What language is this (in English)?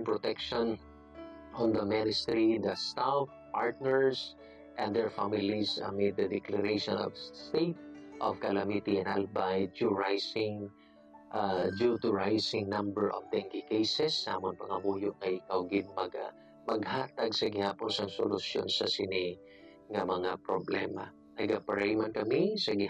Hiligaynon